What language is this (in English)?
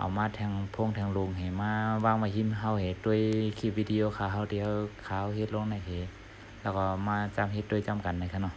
Shan